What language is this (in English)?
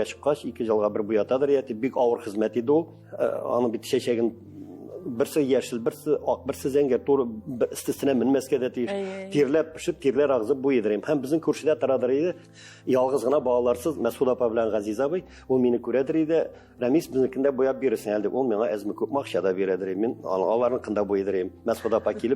Tatar